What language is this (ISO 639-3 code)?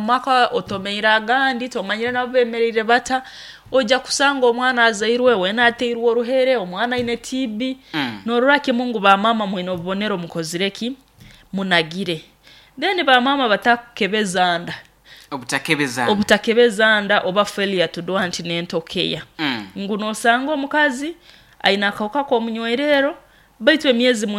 nyo